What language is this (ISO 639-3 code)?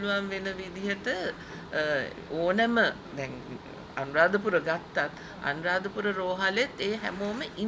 sin